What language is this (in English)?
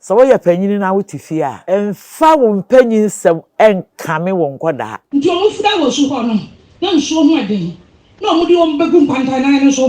Akan